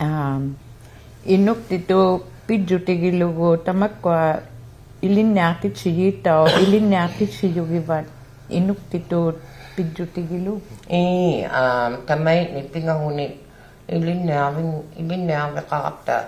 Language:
Inuktitut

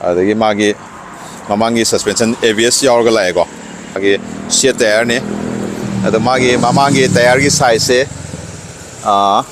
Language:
Manipuri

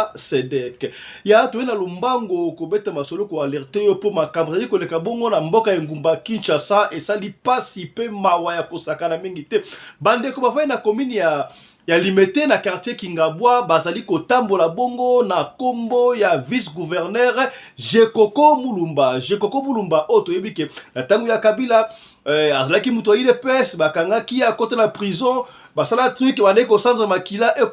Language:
Lingala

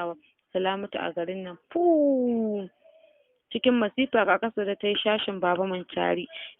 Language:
Hausa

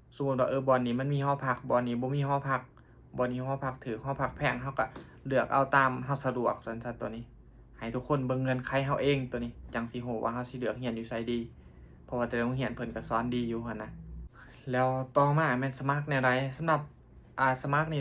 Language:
Lao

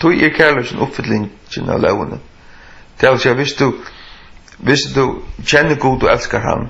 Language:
Faroese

